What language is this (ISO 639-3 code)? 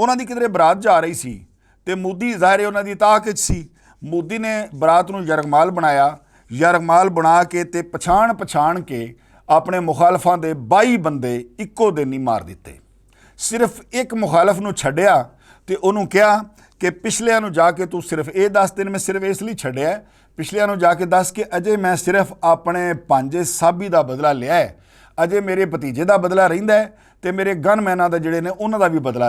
lah